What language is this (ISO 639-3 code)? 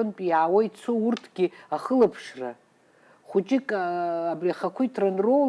abk